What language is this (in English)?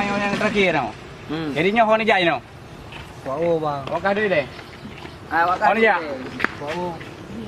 Achinese